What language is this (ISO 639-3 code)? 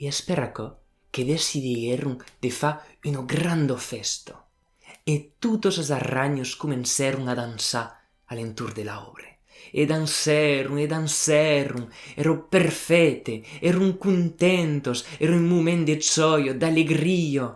oci